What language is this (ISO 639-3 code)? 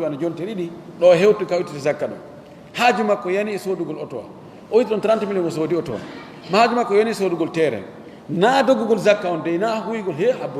ful